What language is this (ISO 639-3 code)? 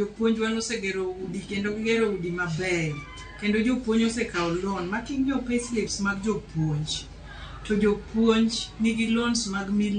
luo